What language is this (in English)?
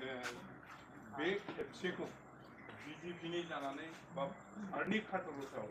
Bodo